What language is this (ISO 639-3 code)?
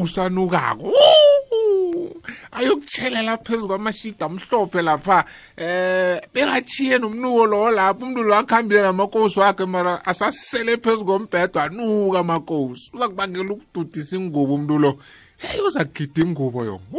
nbl